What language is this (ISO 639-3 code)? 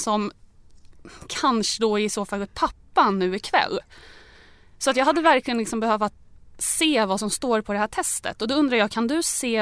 swe